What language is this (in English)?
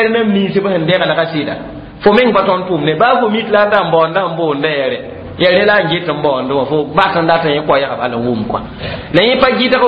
Mossi